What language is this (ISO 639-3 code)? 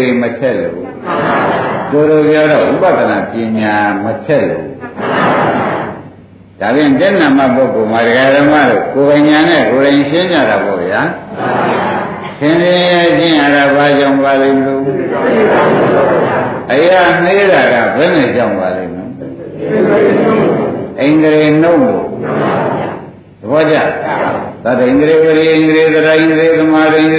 mya